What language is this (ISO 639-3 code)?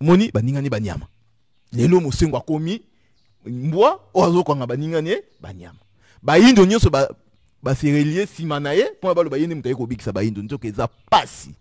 lin